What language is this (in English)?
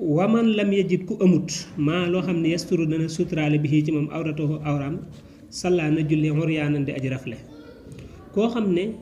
Wolof